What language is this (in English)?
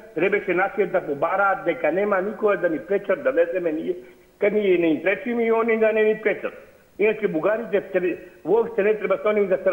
Macedonian